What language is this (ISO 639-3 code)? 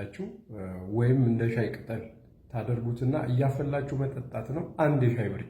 amh